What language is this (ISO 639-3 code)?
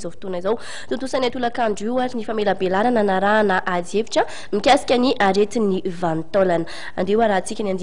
mlg